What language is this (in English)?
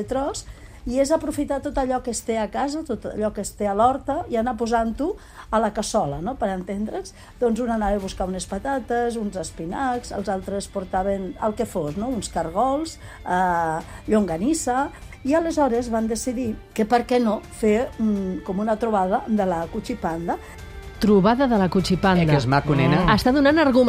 Catalan